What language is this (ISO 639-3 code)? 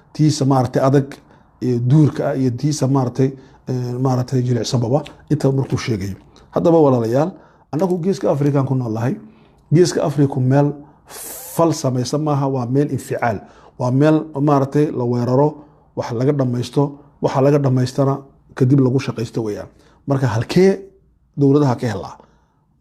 som